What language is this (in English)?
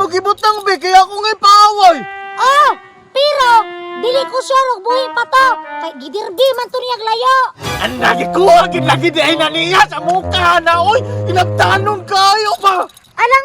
Cebuano